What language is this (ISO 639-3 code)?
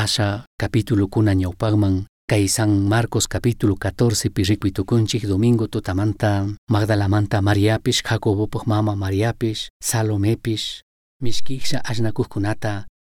qug